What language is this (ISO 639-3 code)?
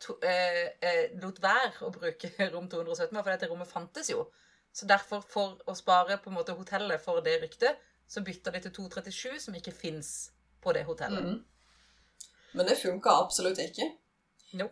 nor